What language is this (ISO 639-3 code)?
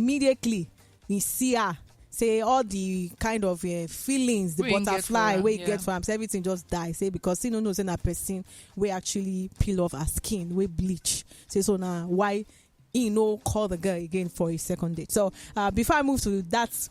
pcm